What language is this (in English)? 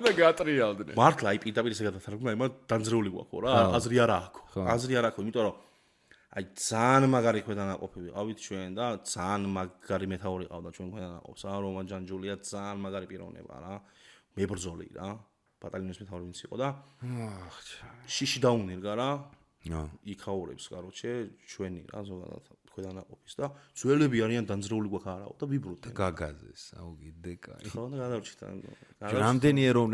Georgian